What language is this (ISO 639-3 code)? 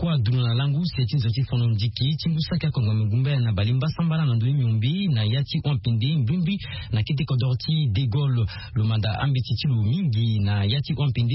sag